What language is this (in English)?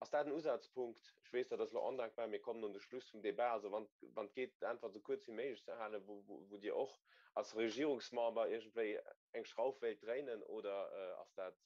Luxembourgish